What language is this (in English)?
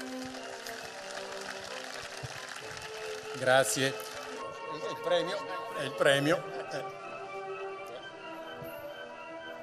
Italian